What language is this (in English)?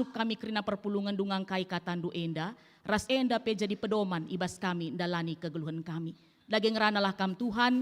Batak Karo